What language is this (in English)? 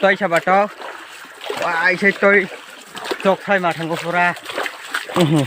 Kok Borok